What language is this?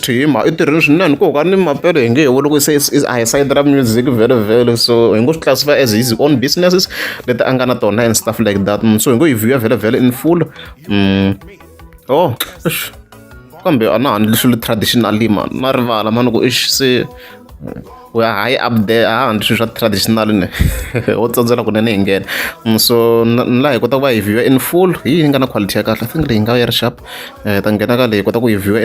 Tsonga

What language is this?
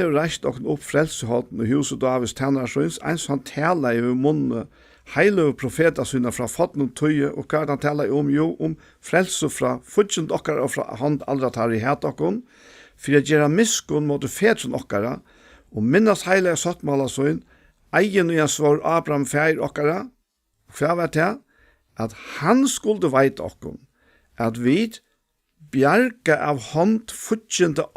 Faroese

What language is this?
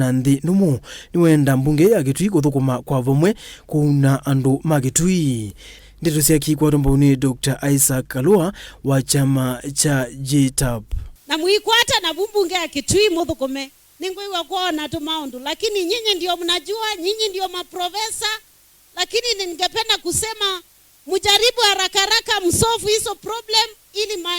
Kamba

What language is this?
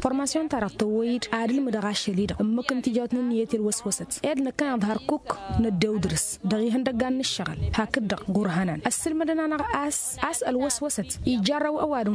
Tamasheq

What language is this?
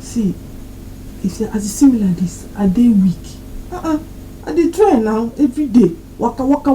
Nigerian Pidgin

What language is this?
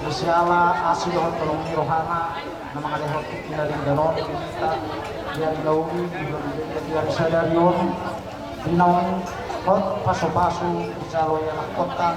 Batak Toba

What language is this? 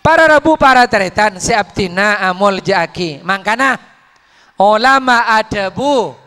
Madurese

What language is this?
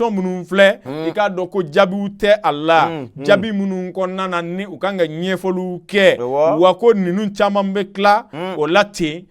Bambara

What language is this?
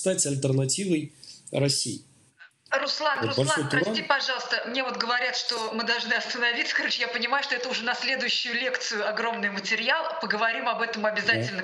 Russian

